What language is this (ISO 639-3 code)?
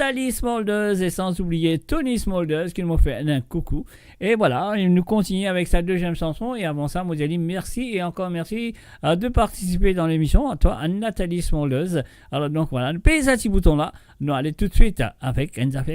mfe